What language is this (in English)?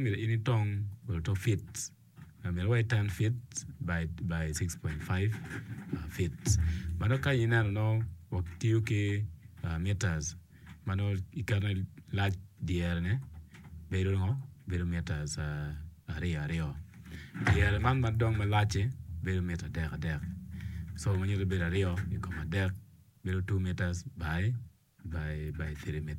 Acoli